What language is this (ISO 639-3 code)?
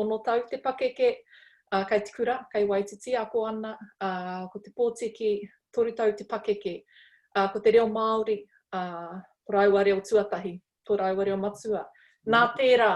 mri